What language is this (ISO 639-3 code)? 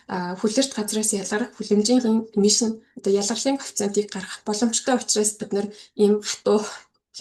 mon